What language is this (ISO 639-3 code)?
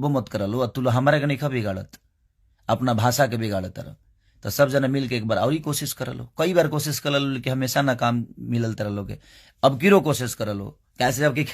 bho